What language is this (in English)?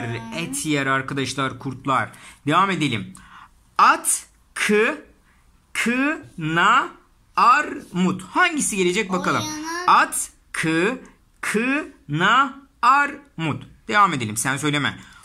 Turkish